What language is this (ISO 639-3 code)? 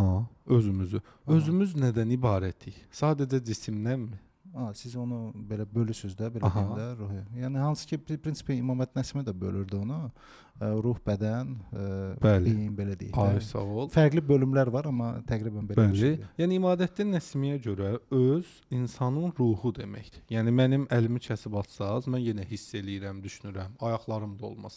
aze